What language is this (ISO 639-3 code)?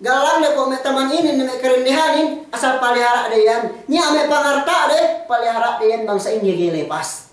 yka